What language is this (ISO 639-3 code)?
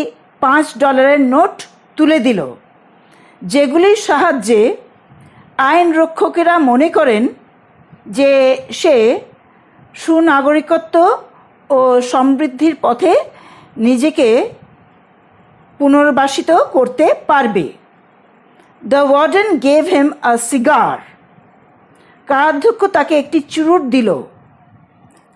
ben